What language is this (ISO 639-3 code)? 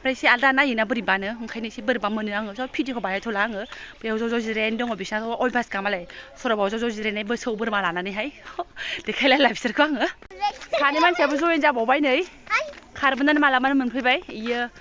brx